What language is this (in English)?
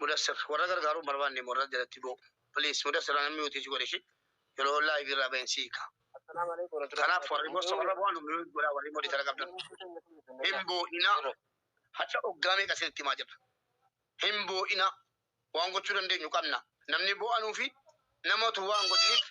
Oromo